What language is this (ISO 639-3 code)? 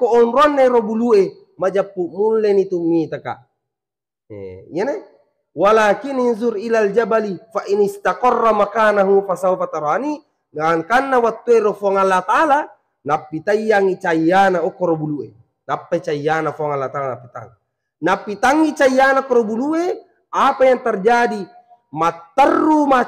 bug